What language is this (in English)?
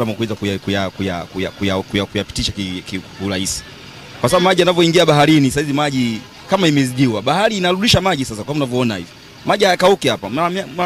Swahili